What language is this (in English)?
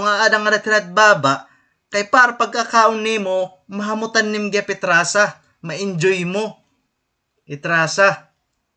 Waray